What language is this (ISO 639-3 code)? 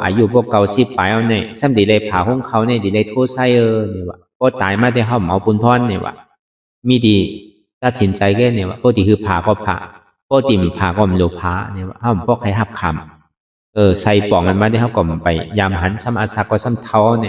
shn